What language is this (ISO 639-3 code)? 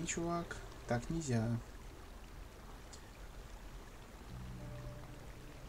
rus